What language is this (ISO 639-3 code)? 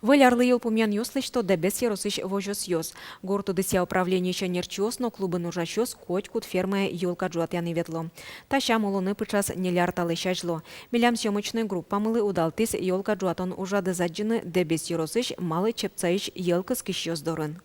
udm